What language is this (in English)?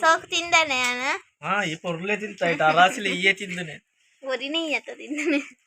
Tulu